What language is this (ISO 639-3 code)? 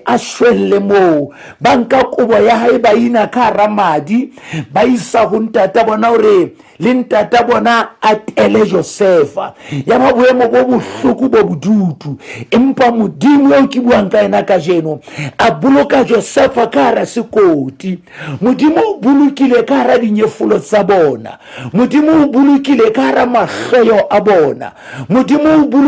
sot